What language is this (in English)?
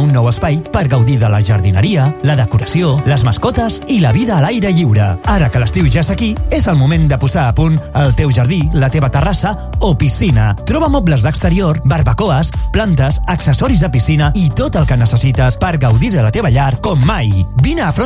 Catalan